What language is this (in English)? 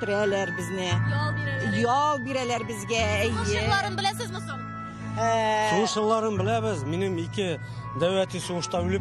Tatar